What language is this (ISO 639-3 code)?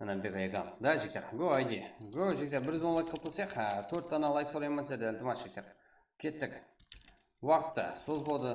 kaa